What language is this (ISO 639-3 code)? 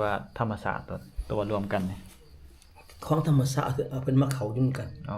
lao